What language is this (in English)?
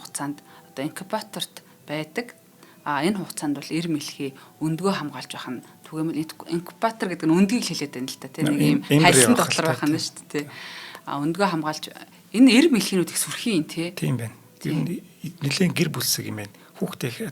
Mongolian